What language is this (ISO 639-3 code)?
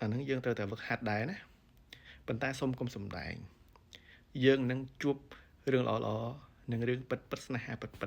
khm